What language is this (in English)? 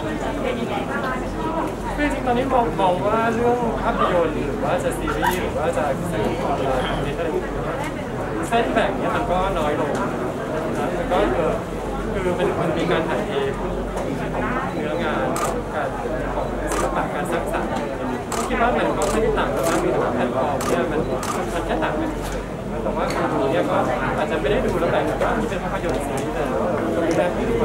Thai